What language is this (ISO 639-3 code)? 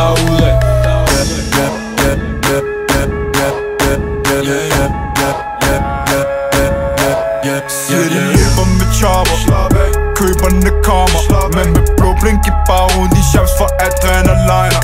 dan